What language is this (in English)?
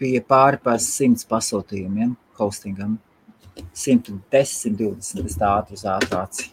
Latvian